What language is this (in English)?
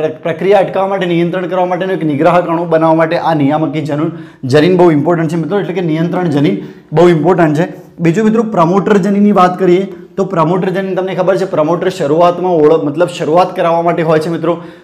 Gujarati